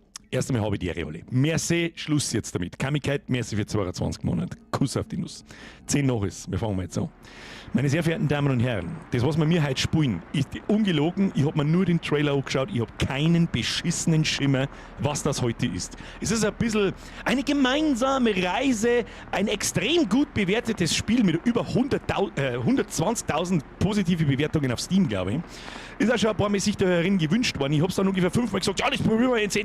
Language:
Bavarian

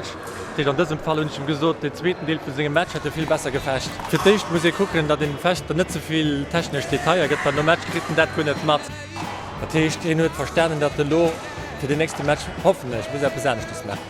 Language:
Luxembourgish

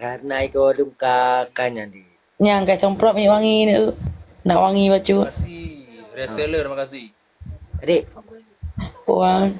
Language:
Achinese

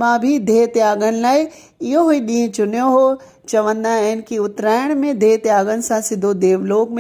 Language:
Sindhi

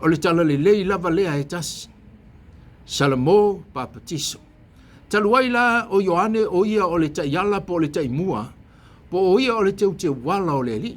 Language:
Samoan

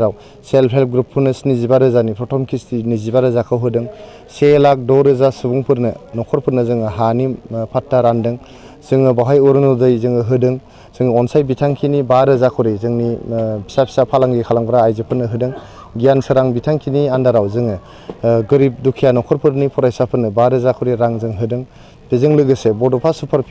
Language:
Bodo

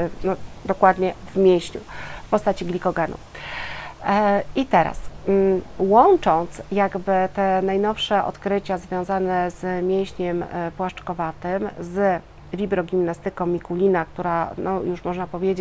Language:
Polish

